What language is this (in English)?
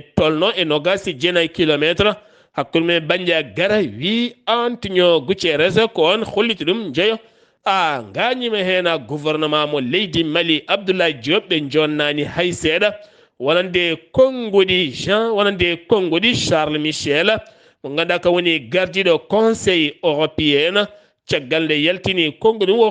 Fula